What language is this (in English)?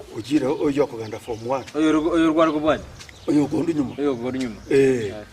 Gusii